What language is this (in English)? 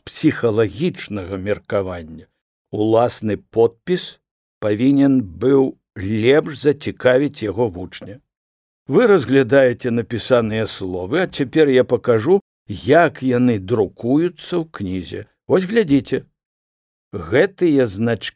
Belarusian